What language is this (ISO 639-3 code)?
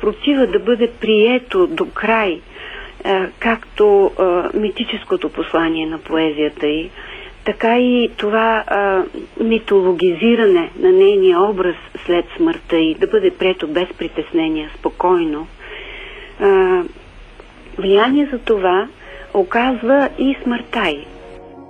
bul